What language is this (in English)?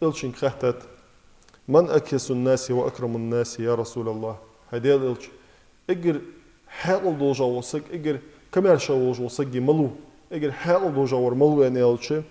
Ingush